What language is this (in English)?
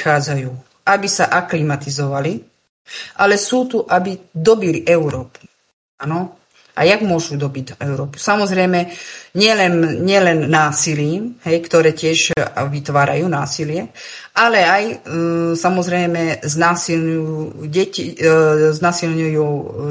Slovak